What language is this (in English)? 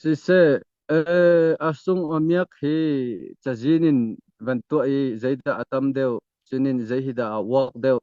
Hakha Chin